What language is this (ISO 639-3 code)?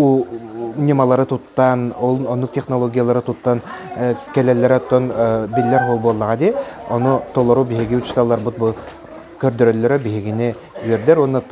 sah